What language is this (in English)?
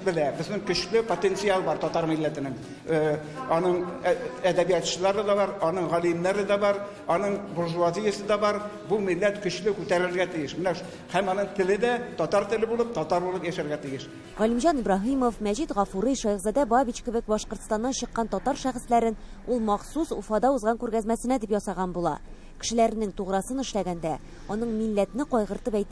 Tatar